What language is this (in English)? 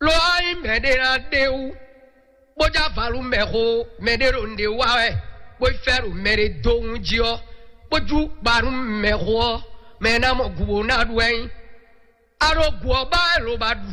Fon